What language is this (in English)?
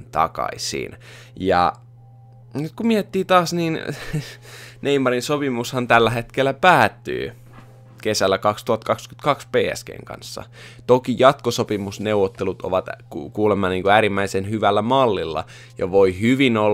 Finnish